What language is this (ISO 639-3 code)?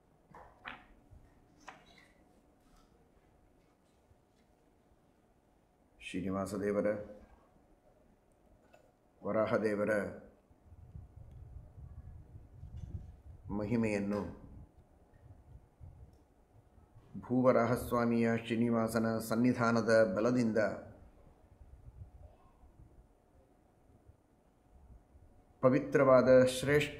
kan